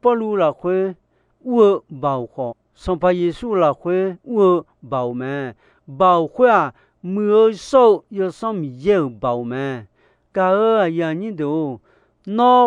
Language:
Akha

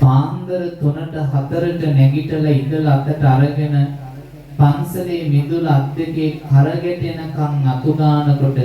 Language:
Sinhala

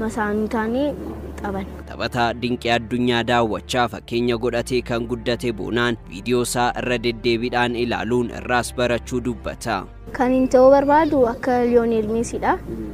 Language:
Oromo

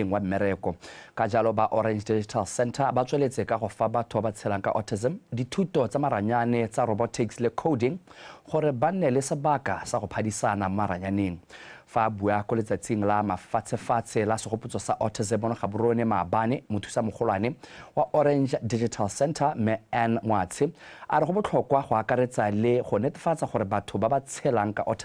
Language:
Tswana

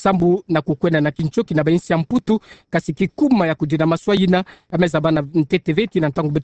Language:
Kituba (Democratic Republic of Congo)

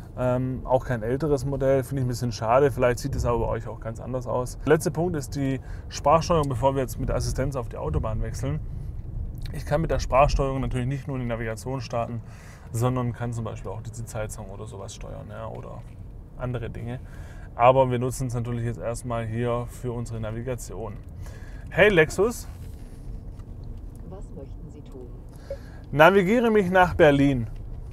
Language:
German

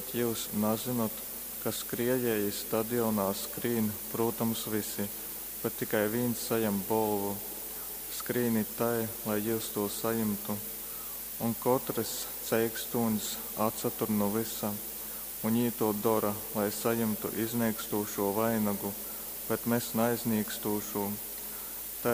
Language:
Latgalian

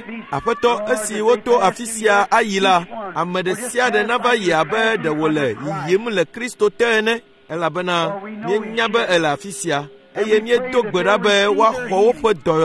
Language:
Ewe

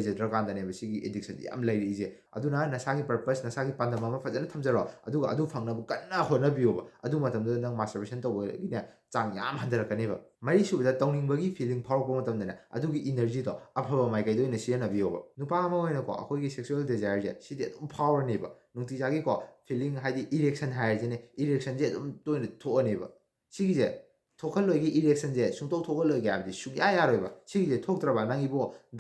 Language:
Manipuri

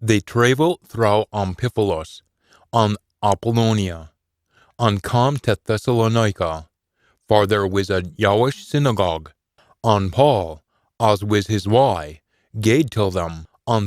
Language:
Scots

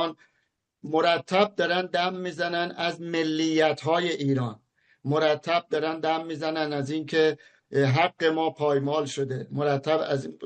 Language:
Persian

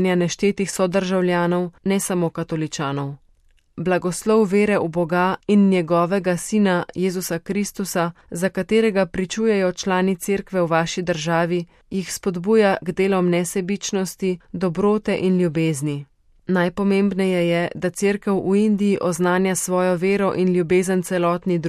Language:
Slovenian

